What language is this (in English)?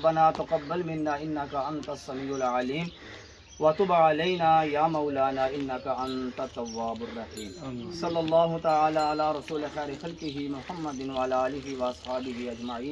Pahari-Potwari